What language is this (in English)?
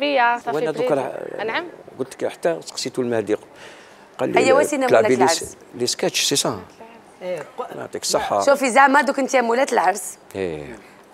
Algerian Arabic